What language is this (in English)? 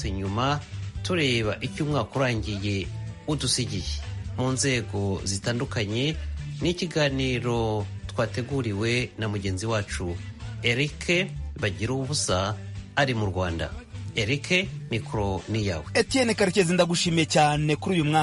Kinyarwanda